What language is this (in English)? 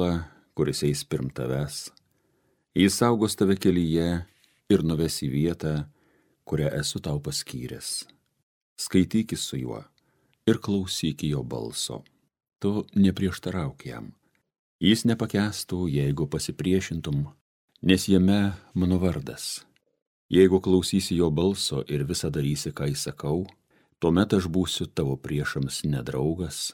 Lithuanian